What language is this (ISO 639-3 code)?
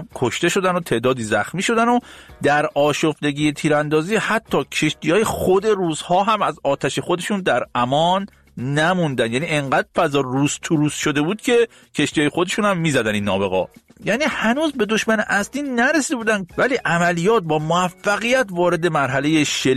fas